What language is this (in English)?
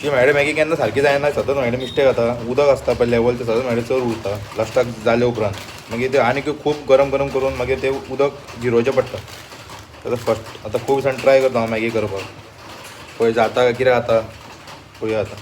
Konkani